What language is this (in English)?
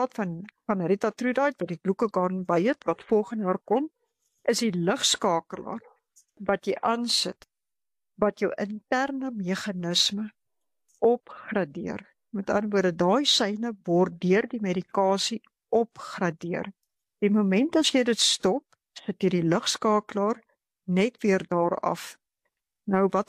Afrikaans